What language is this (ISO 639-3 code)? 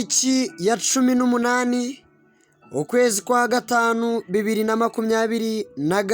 kin